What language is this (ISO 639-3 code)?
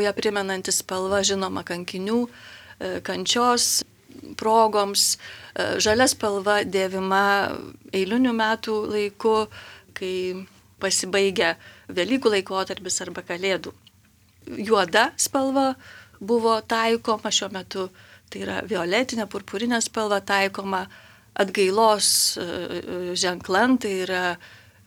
lit